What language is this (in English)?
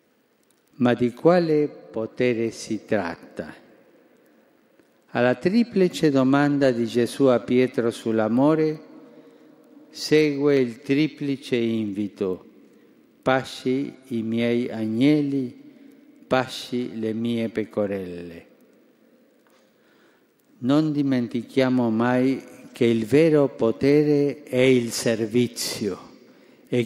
Italian